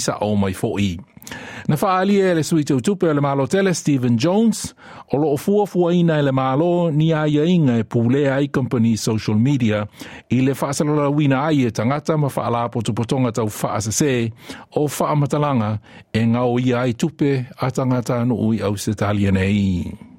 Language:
Samoan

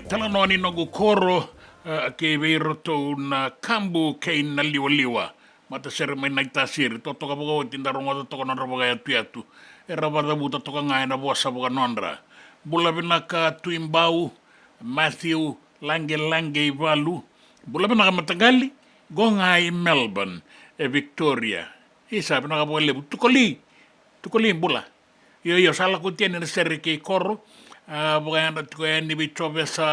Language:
Fijian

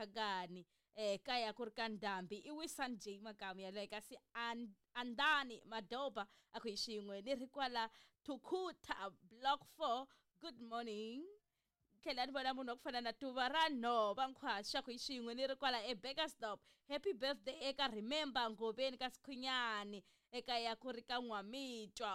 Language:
Tsonga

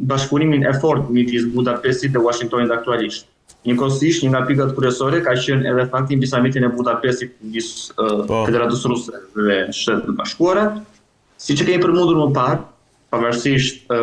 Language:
Albanian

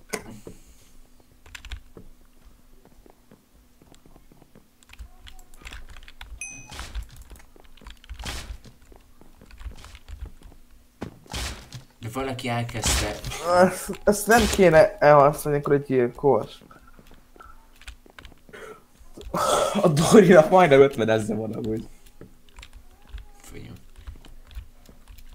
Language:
Hungarian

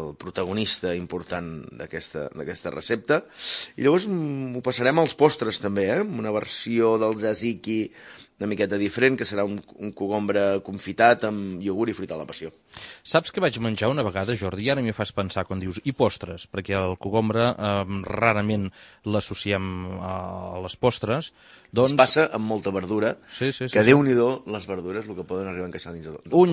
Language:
Catalan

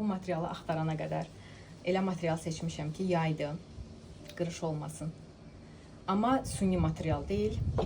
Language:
Azerbaijani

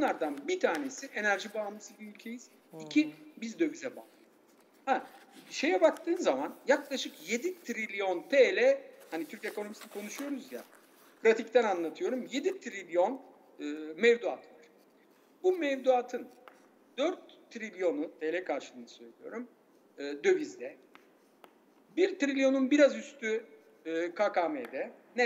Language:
Turkish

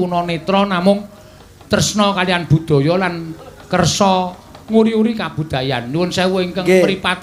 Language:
Javanese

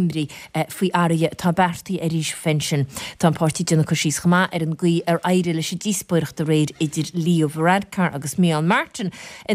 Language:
Irish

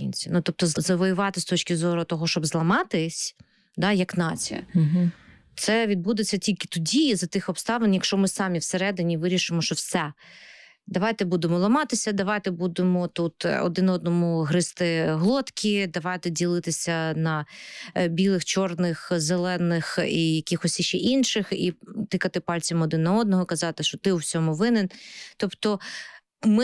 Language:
Ukrainian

